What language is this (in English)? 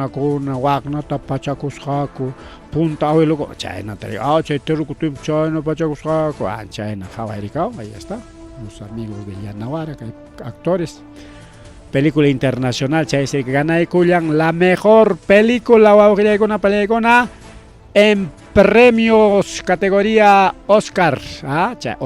Ayacucho Quechua